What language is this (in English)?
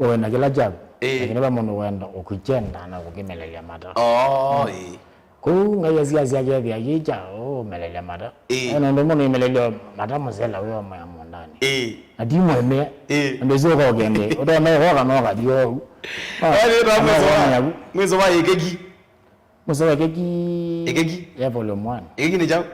Kamba